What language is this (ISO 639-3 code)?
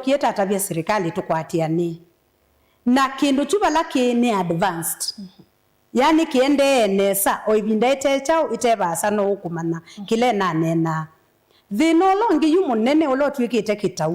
kam